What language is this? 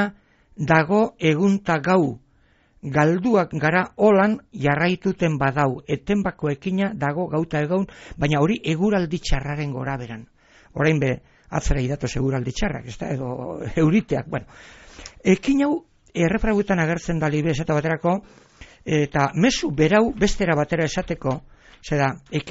Basque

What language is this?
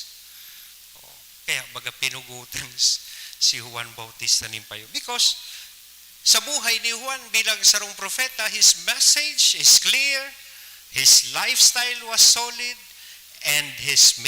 Bikol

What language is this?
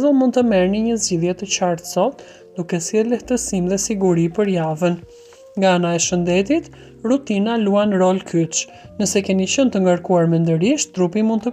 Albanian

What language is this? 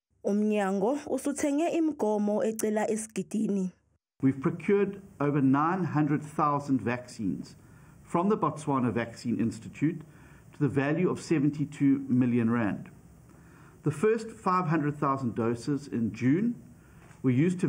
Zulu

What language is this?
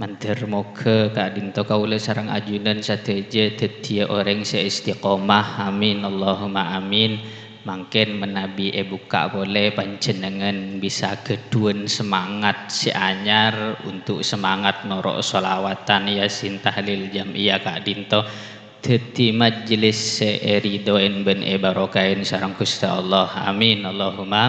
Madurese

